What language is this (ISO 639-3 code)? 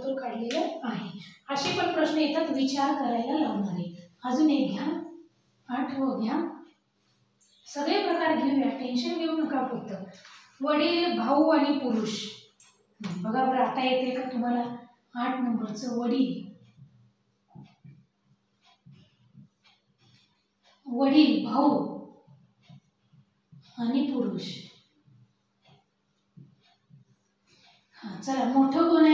mar